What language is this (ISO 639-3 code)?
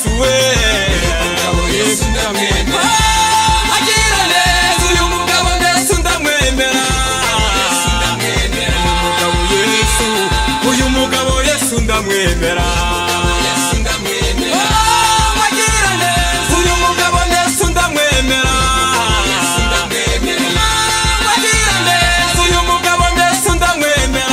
kin